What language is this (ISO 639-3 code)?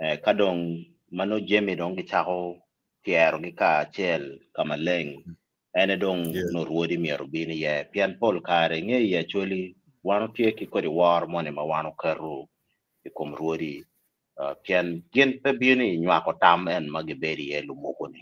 ach